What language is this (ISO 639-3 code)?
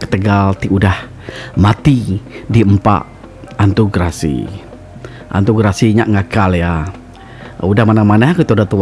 iba